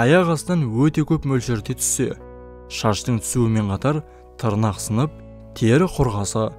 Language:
Kazakh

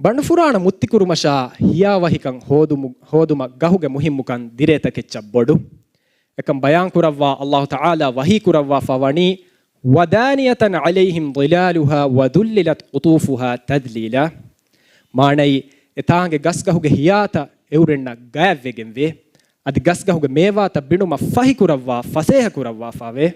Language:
Divehi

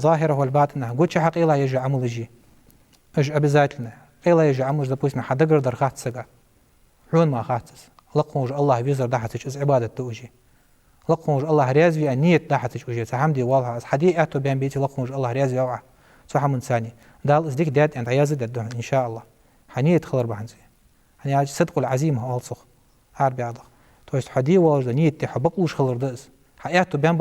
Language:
Ingush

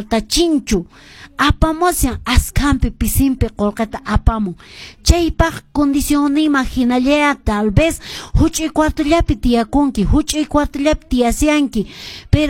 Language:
Quechua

